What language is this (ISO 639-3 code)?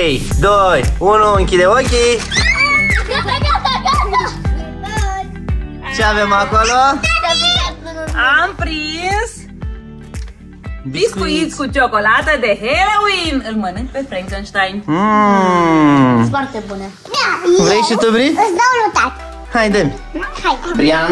ron